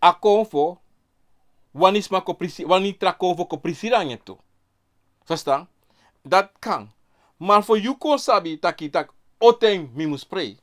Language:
Sranan Tongo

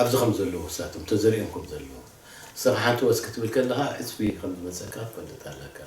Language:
Tigrinya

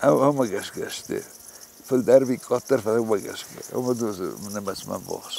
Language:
Ossetic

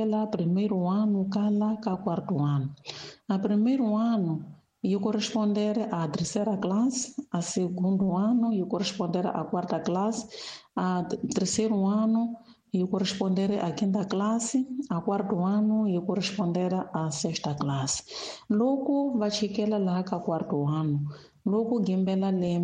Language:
Tsonga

